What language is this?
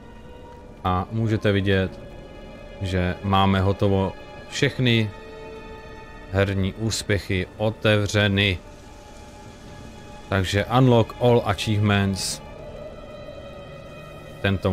Czech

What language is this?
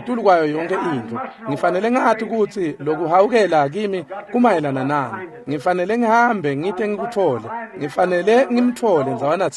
Swati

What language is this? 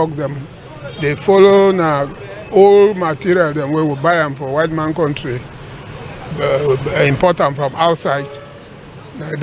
Cameroon Pidgin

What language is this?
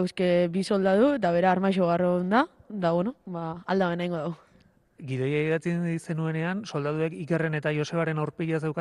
Basque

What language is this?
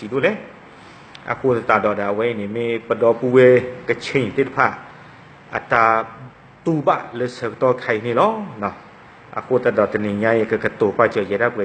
S'gaw Karen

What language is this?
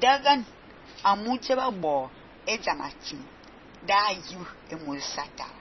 Fang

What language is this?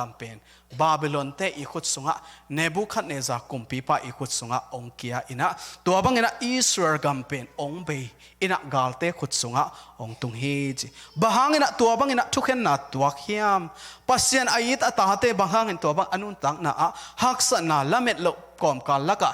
Tedim Chin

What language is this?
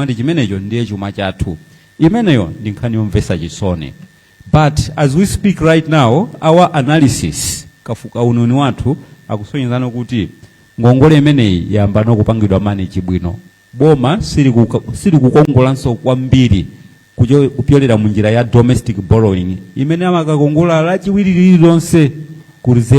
Nyanja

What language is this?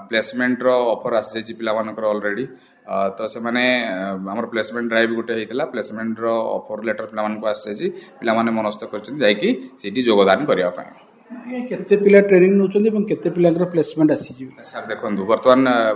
Odia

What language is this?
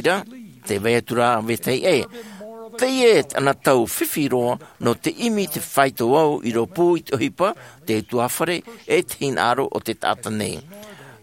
Tahitian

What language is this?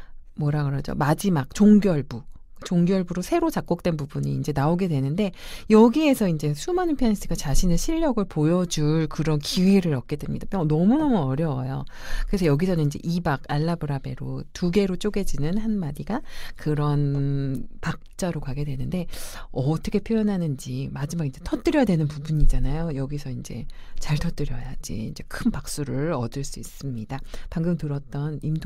Korean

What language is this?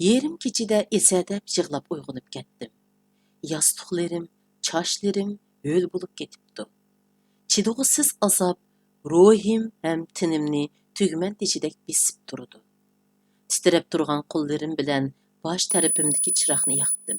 Uyghur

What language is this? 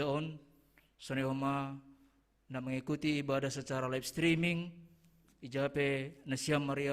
Batak Simalungun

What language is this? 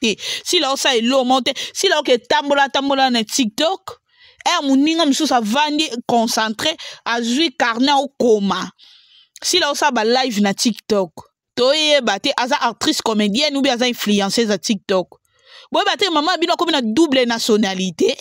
Lingala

